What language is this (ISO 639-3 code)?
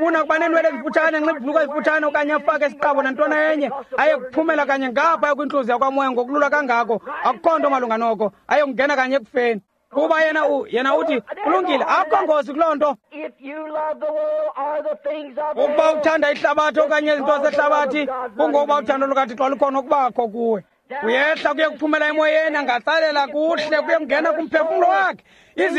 xho